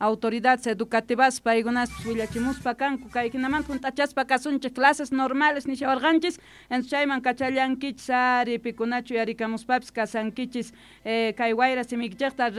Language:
Quechua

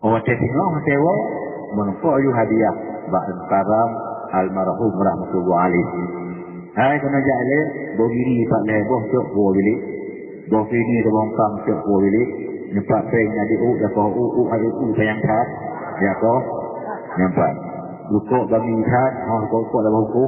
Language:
Achinese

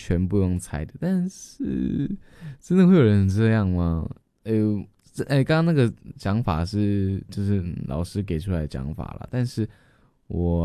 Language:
Chinese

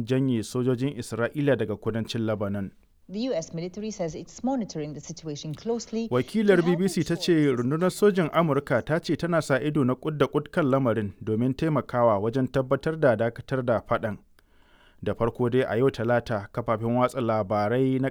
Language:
Hausa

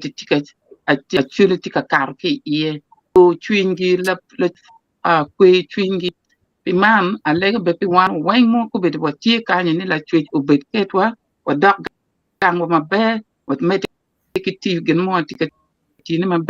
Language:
Acoli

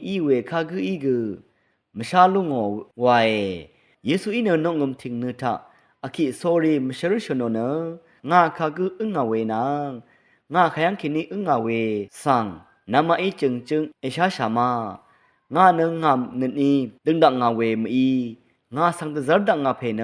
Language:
Rawang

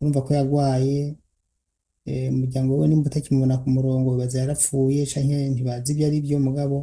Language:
Rundi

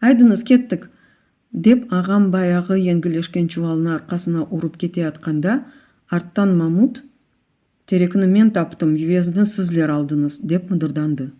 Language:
Crimean Tatar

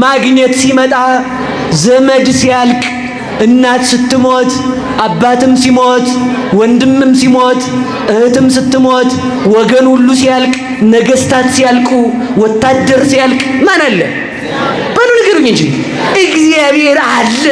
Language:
Amharic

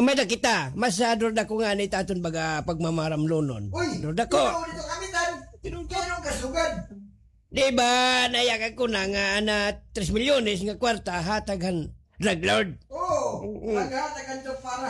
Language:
Waray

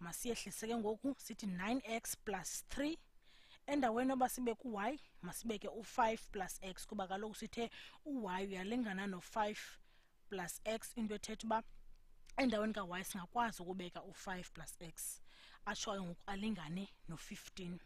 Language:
Xhosa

